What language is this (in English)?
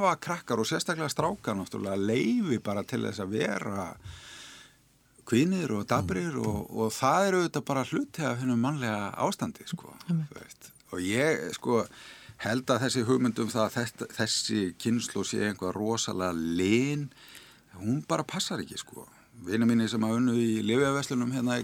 Icelandic